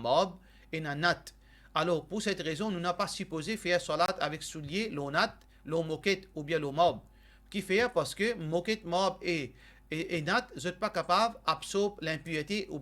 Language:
Morisyen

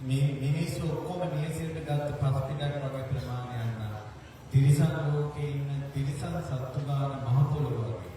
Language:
Sinhala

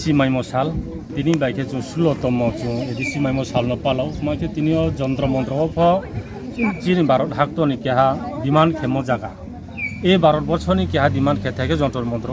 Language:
Riang (India)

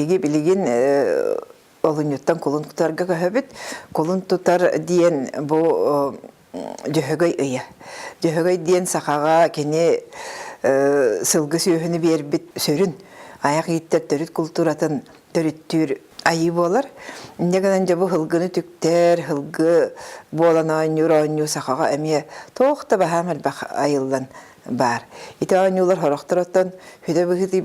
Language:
Yakut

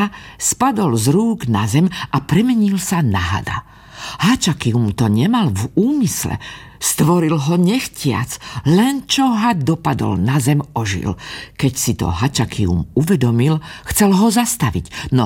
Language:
Slovak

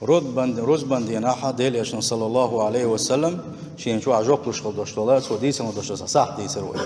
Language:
Chechen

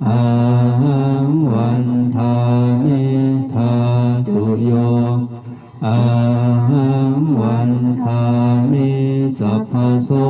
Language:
Pali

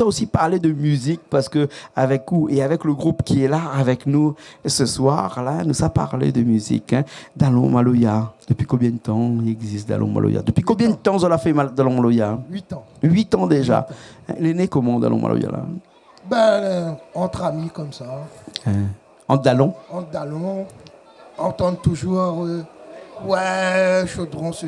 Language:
Réunion Creole French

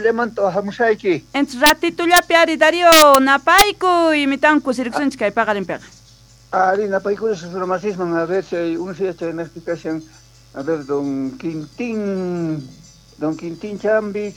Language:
South Bolivian Quechua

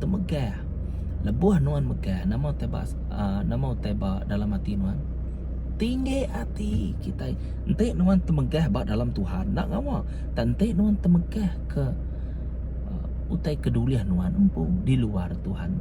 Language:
Iban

